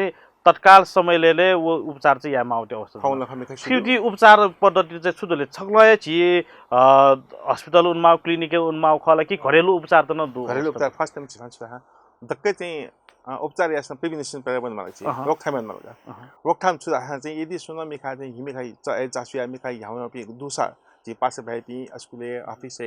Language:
Newari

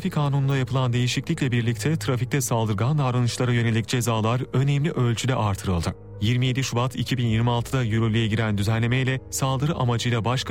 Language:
Turkish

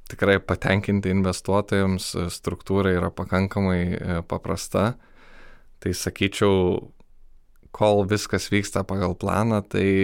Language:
Lithuanian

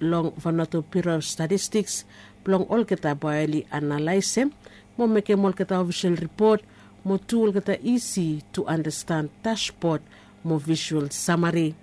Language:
Bislama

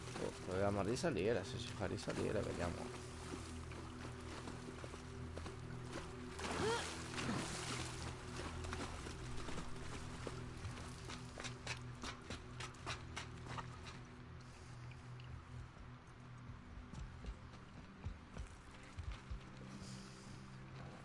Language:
Italian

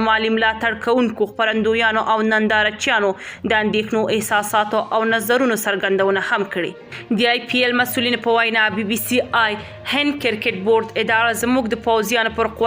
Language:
Pashto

